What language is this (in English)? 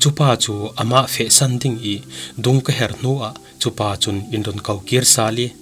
Falam Chin